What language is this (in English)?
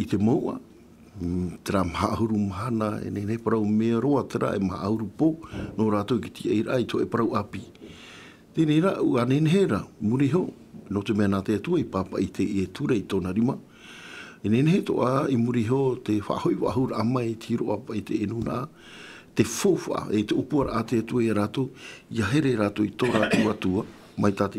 Tahitian